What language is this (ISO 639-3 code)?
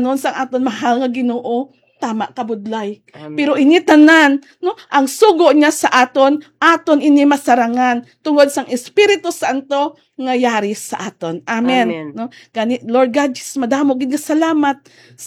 hil